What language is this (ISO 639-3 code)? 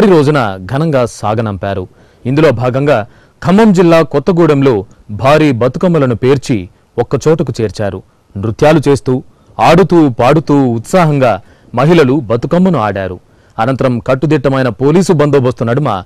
tel